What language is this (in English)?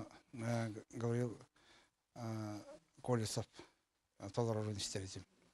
Yakut